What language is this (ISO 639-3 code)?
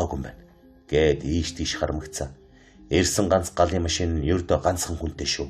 mon